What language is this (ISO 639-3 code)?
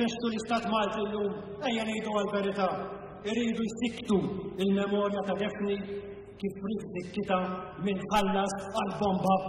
mlt